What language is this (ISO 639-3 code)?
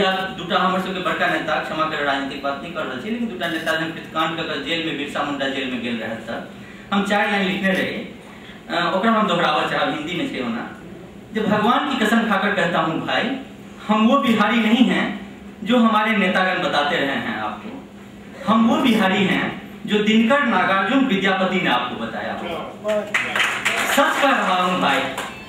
mai